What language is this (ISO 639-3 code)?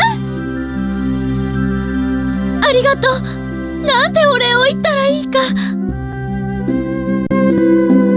jpn